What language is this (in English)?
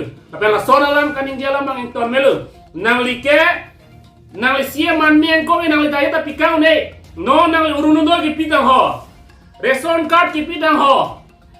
Karbi